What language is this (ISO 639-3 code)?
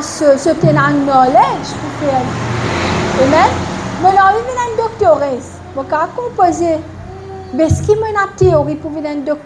mfe